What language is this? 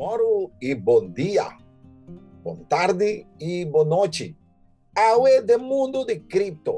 Papiamento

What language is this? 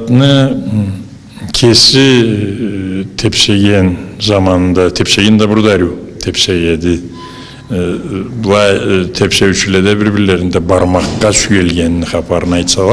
Karachay-Balkar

